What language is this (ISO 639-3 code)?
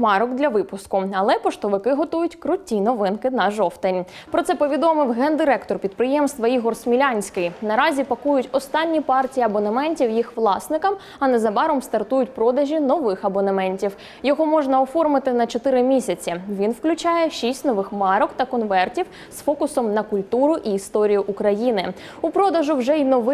ukr